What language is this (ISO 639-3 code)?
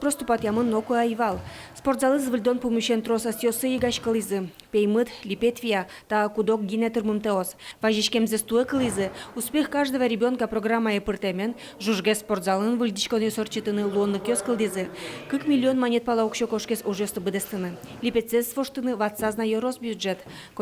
udm